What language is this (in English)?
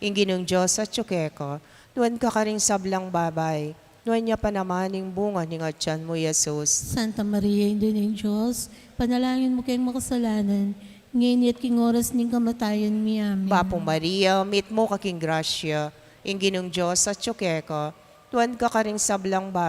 Pampanga